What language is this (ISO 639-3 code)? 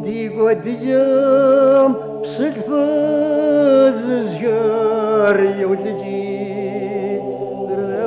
kbd